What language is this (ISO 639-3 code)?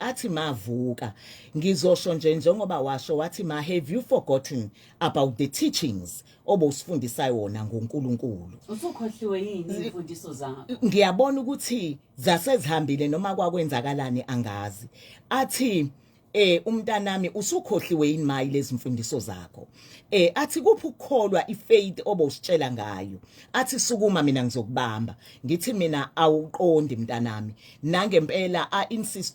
zul